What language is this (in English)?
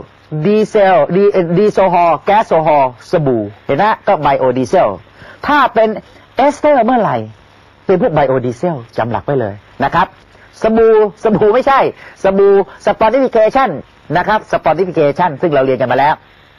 Thai